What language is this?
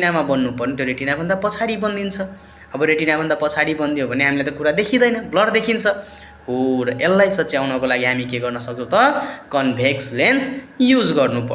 Nepali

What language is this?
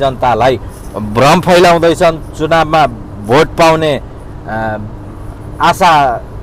Nepali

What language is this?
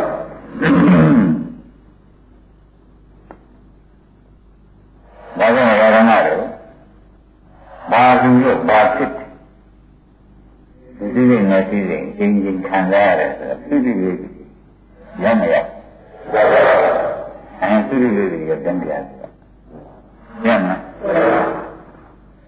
Burmese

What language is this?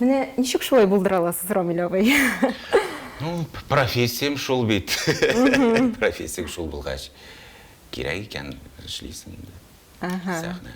Tatar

